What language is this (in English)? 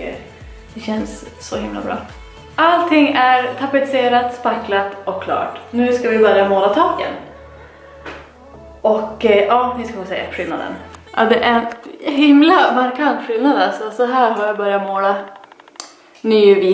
Swedish